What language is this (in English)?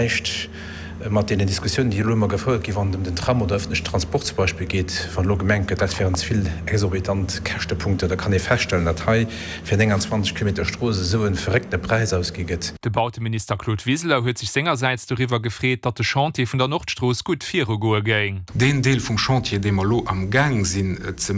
Luxembourgish